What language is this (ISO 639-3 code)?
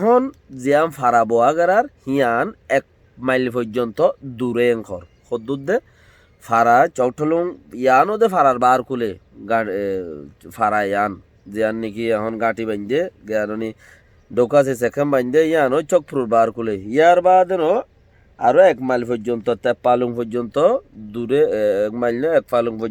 rhg